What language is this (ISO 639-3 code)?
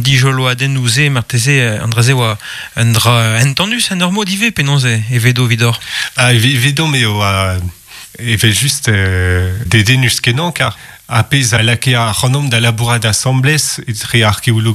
bre